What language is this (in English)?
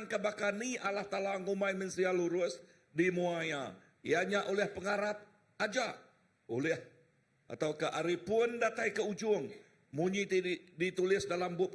Iban